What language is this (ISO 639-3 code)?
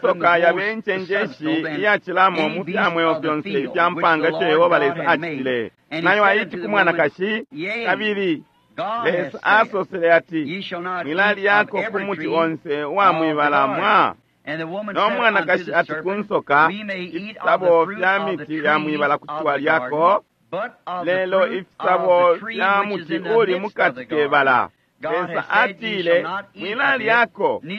bem